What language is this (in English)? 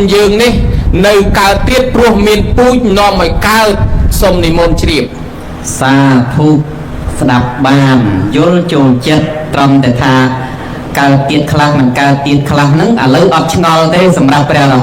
Khmer